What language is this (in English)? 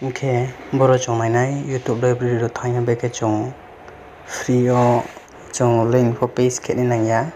Riang (India)